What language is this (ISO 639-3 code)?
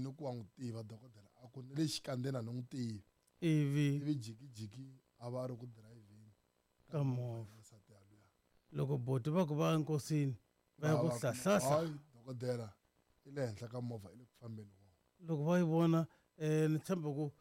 tso